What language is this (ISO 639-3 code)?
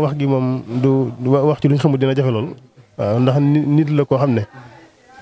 wol